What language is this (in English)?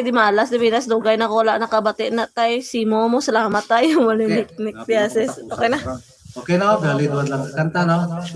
Hiligaynon